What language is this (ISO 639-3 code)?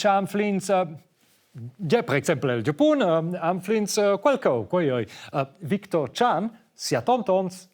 roh